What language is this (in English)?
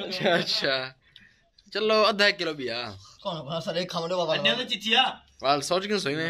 Saraiki